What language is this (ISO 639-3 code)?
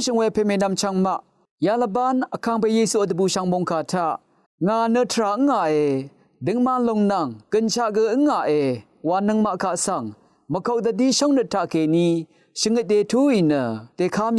raw